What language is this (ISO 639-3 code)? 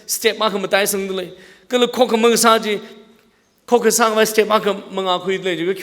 nmf